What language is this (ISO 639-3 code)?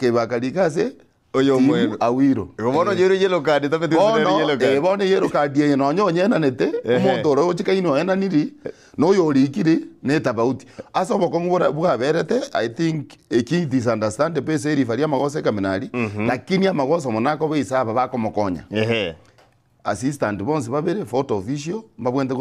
guz